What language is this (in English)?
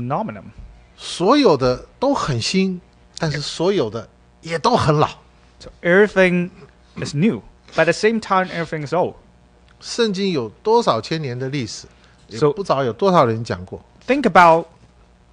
Chinese